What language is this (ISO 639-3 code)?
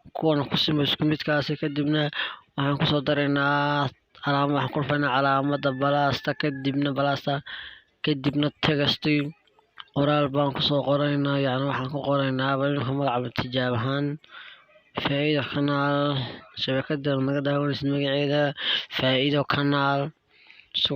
som